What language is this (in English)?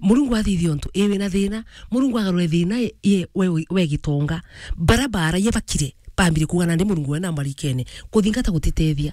Meru